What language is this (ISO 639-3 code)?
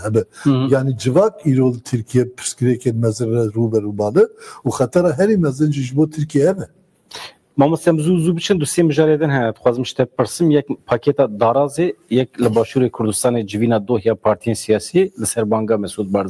kur